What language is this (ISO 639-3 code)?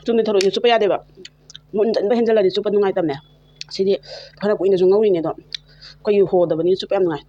mni